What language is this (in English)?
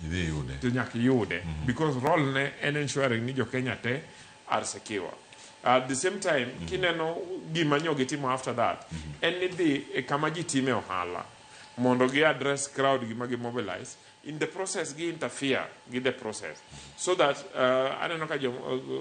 Luo (Kenya and Tanzania)